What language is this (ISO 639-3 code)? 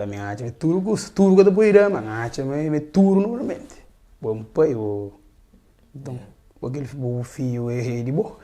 kea